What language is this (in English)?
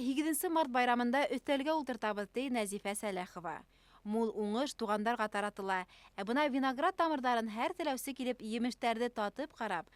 Bashkir